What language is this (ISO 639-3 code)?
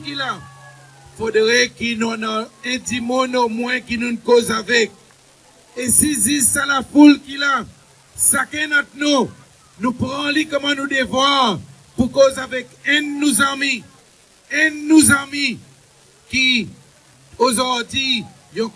crs